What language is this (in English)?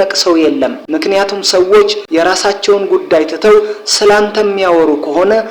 Amharic